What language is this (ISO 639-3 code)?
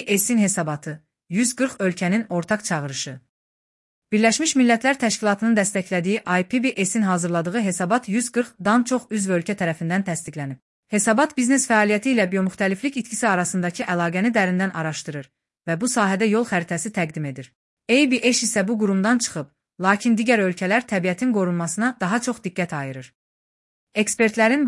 aze